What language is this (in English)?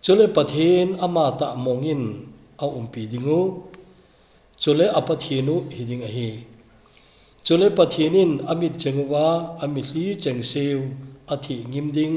Thado Chin